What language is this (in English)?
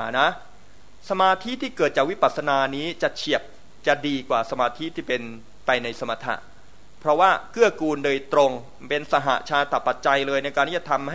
Thai